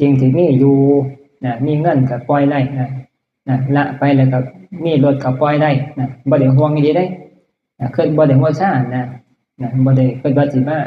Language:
Northeastern Thai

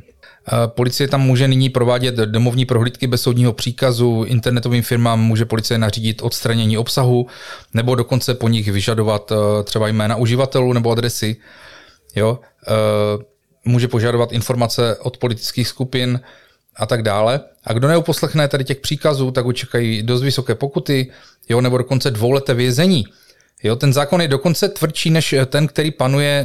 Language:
Czech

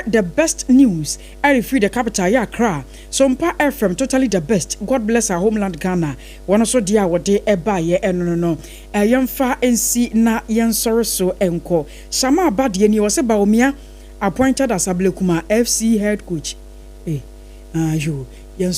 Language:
Akan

